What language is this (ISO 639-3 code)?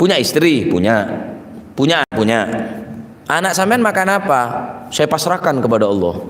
mad